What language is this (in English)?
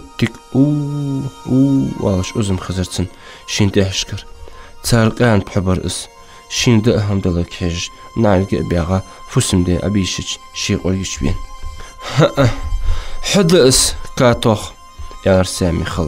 Ingush